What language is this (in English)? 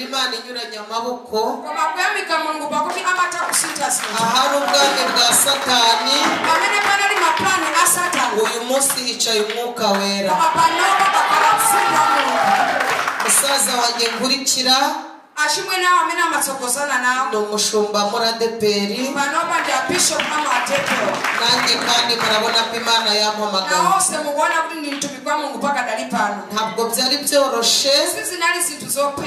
Kinyarwanda